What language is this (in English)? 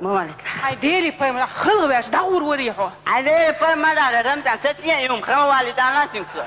Chechen